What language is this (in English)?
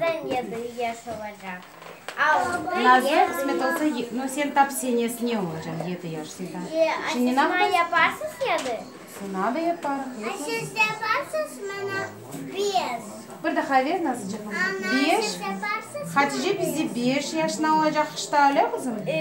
Crimean Tatar